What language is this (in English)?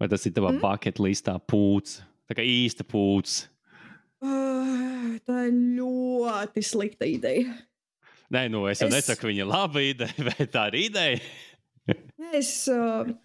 Latvian